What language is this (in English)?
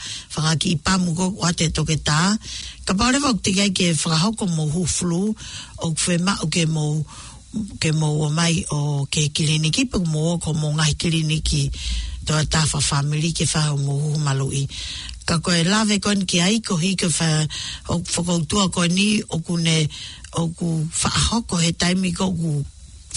Tongan